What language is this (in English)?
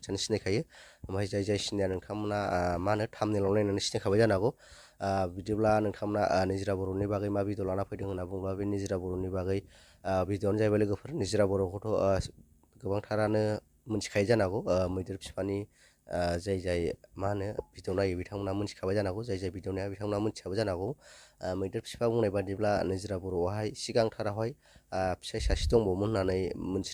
Bodo